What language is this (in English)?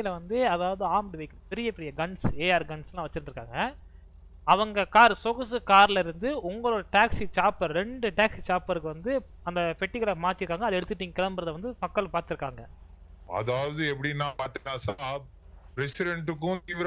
Tamil